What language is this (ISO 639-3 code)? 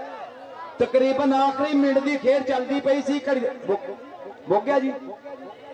pan